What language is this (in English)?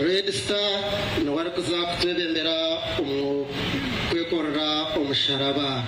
Nyankole